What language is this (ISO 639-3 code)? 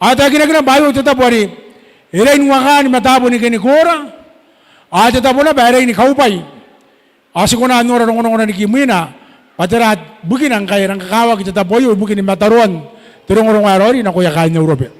gil